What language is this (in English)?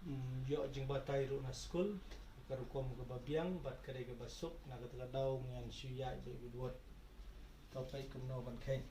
Khasi